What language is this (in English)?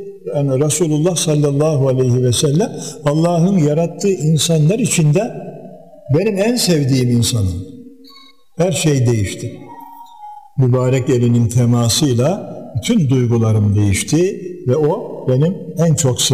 Turkish